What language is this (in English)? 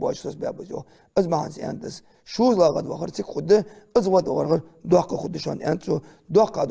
Ingush